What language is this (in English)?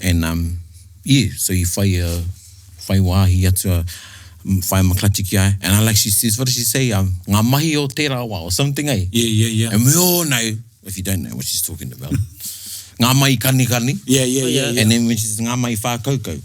Māori